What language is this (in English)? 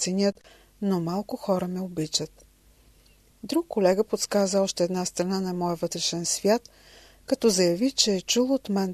Bulgarian